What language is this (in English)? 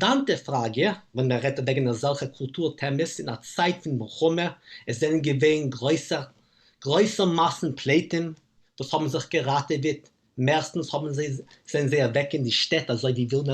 Yiddish